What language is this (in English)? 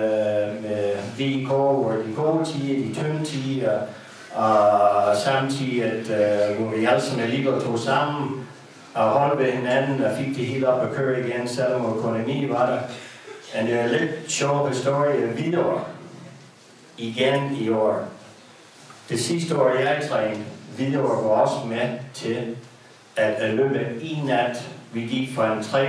Danish